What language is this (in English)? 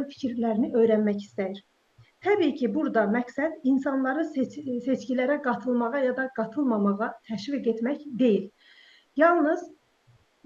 South Azerbaijani